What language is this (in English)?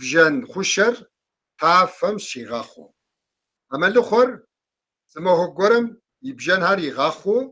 Kabardian